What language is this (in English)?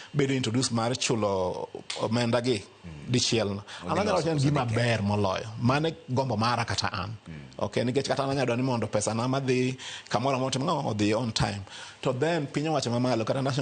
Luo (Kenya and Tanzania)